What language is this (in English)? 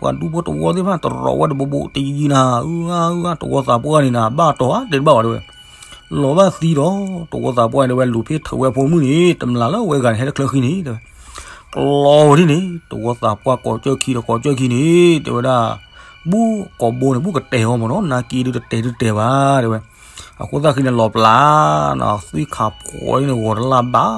S'gaw Karen